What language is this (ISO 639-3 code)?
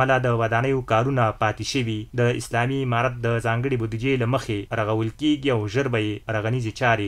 pus